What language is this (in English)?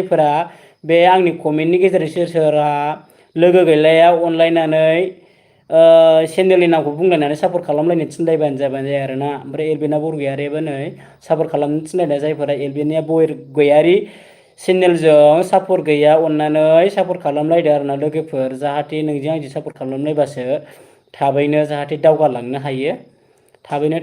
Bodo